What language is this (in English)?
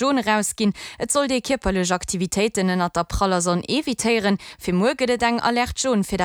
Luxembourgish